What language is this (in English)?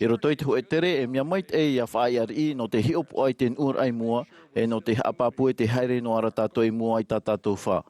Tahitian